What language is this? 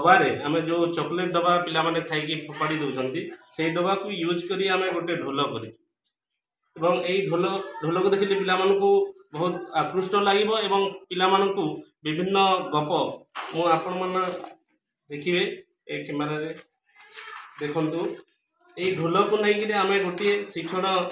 Odia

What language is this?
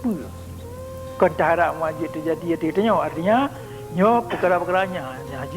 Achinese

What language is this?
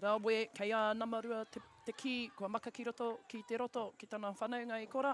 Māori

